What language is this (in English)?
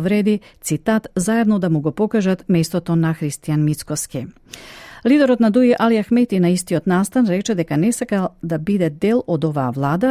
Macedonian